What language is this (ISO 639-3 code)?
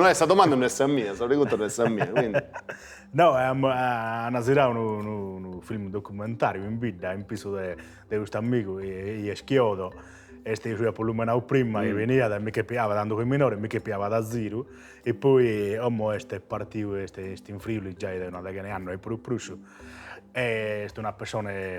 srd